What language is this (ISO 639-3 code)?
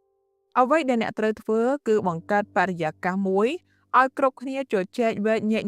khm